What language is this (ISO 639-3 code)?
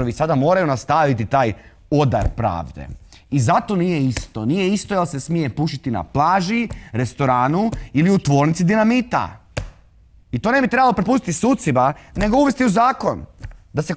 hrv